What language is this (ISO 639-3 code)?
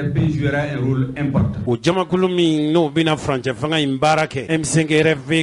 bam